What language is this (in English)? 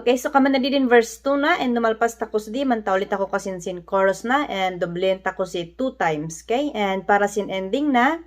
Kankanaey